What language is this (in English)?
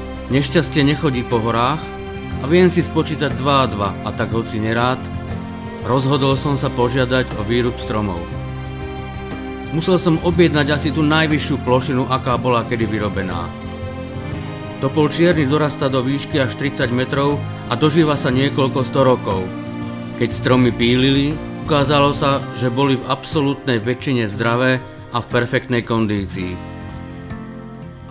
Slovak